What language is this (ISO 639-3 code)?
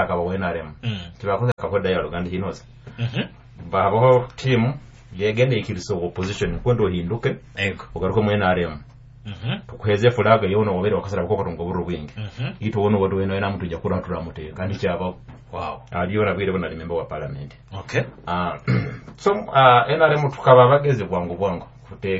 nyo